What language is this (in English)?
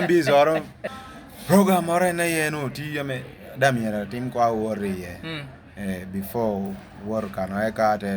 Lango (Uganda)